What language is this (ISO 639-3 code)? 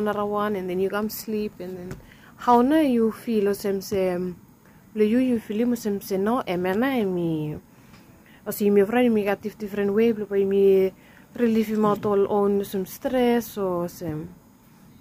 bis